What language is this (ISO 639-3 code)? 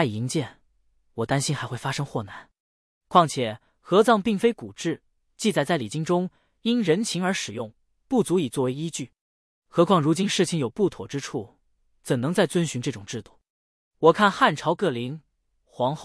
zho